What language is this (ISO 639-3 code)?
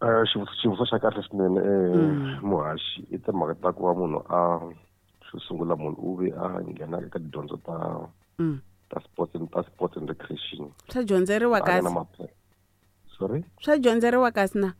tso